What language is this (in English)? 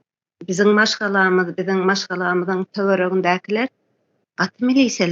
Turkmen